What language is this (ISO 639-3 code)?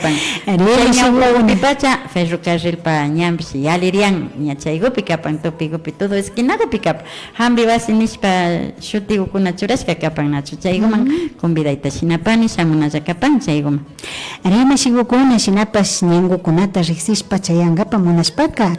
qvi